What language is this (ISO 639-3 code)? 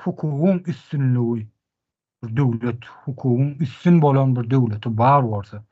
tuk